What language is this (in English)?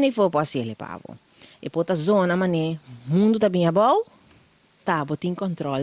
Papiamento